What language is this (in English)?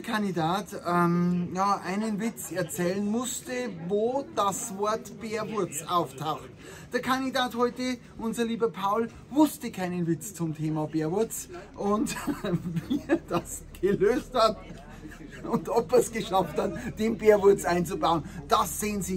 Bavarian